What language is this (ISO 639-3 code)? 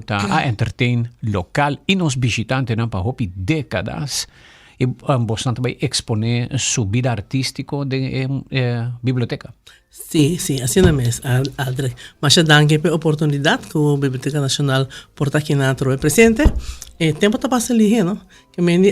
pap